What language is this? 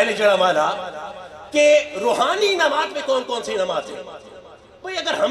Urdu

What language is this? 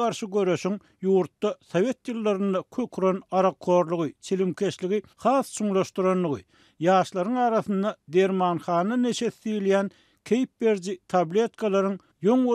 Turkmen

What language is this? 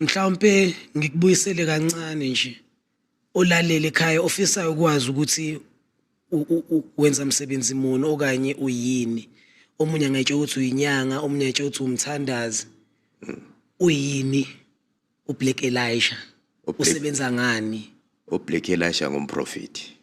Zulu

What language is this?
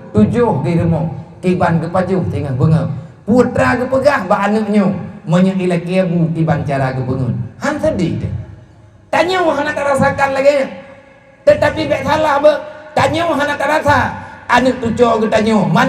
Achinese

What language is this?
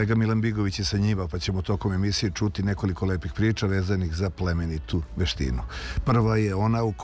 Serbian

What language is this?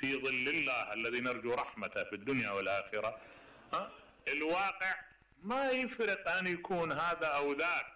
Mesopotamian Arabic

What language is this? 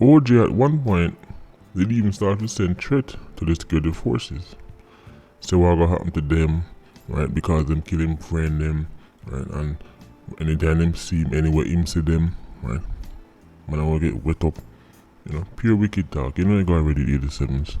Jamaican Creole English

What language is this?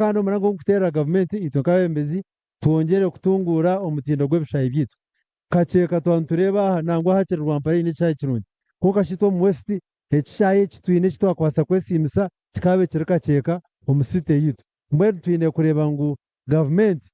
Nyankole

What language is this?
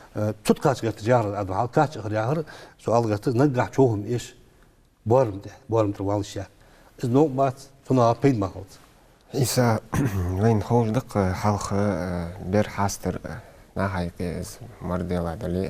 Ingush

